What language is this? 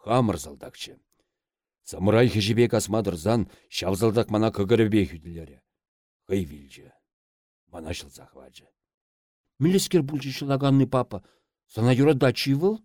Chuvash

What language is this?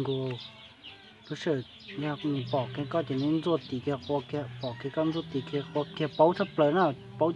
Hmong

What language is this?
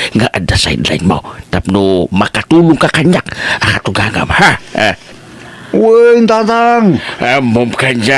Iloko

